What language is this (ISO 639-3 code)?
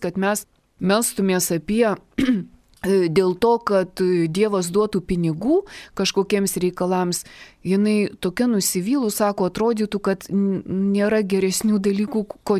lit